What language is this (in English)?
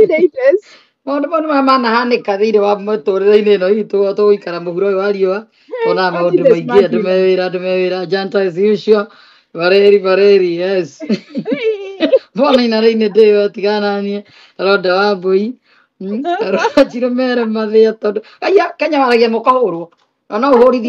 Kikuyu